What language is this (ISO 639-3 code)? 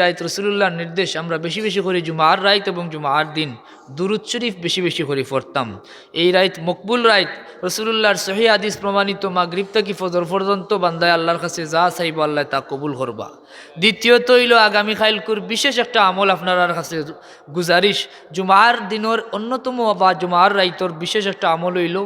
syl